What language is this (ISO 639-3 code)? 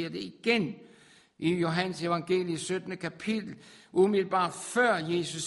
dan